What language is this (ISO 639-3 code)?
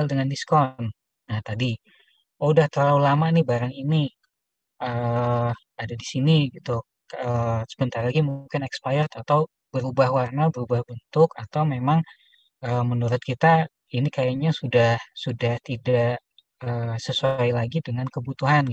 ind